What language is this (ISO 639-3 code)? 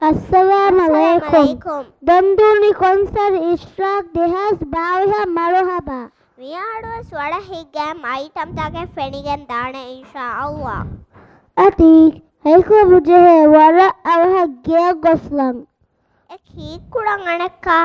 div